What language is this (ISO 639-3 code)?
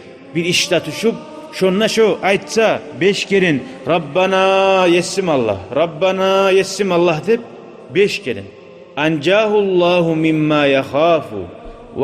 kum